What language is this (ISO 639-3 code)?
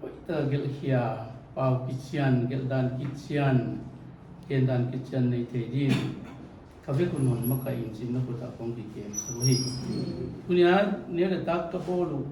pck